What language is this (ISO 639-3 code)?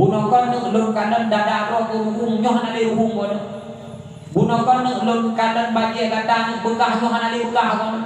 ace